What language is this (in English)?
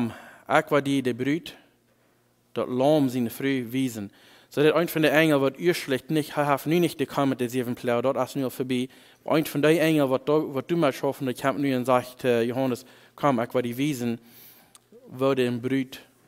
Plautdietsch